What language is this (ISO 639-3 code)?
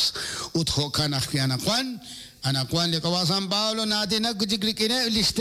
kek